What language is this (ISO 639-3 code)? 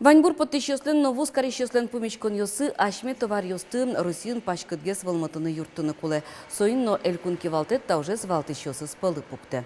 udm